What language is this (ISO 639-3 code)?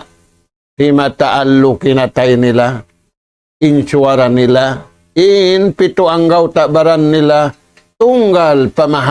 tsg